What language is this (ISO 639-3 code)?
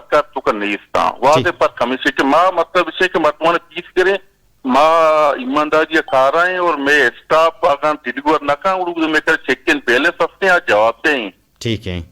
bgp